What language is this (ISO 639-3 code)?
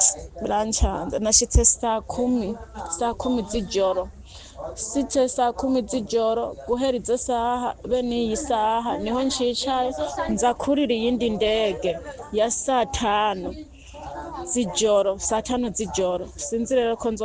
run